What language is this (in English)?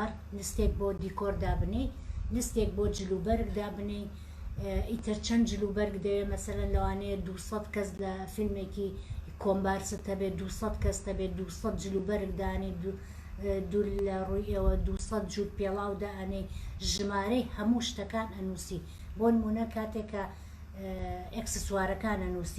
Central Kurdish